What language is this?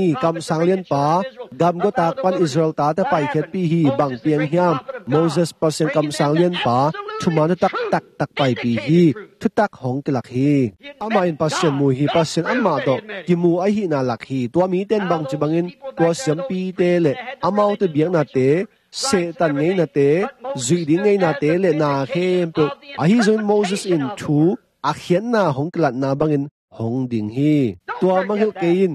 Tedim Chin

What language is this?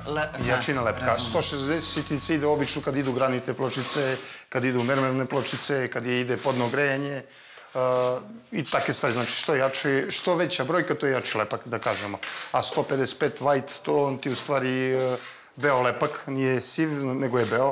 Serbian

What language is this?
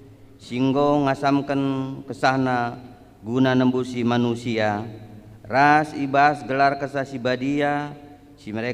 Batak Karo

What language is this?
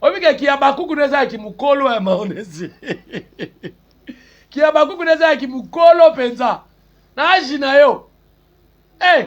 Lingala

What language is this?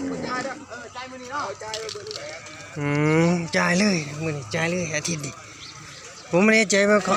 Northeastern Thai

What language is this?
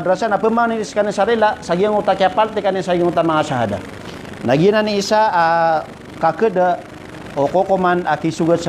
Maranao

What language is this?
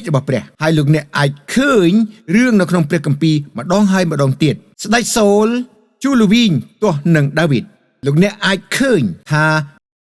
Khmer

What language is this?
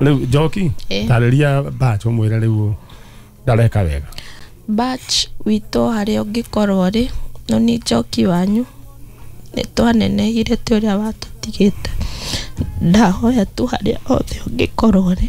Kikuyu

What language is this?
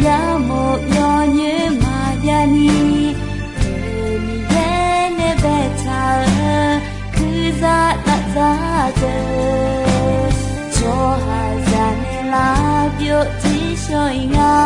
Akha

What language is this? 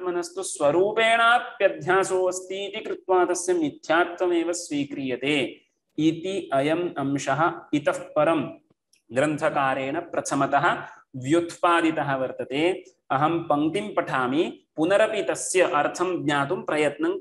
Sanskrit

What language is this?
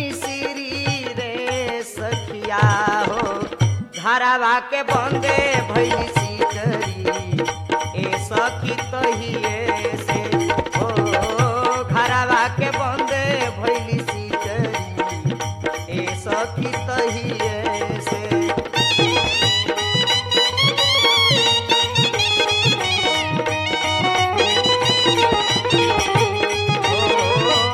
Bhojpuri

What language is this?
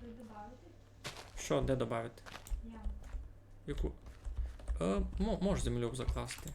Rusyn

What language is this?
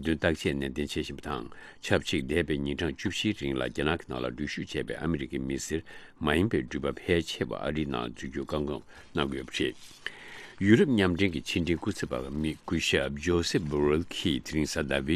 Tibetan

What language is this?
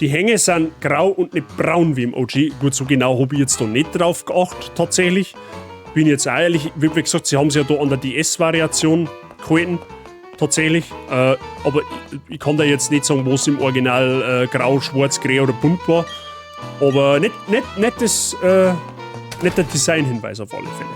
Bavarian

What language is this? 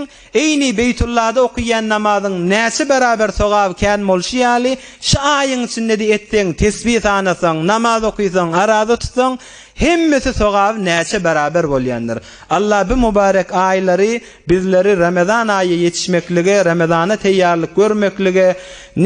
Turkmen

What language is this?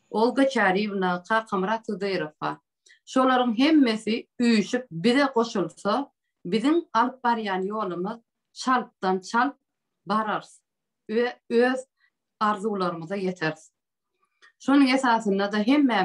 Turkmen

